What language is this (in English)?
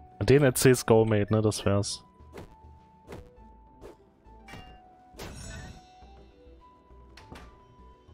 German